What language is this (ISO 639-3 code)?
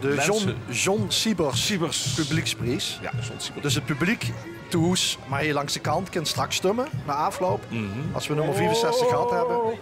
lim